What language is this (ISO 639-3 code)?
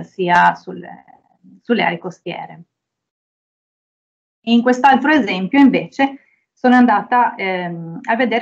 ita